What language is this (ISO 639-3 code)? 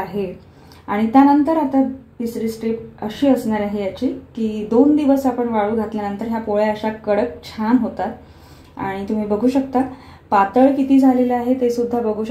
mar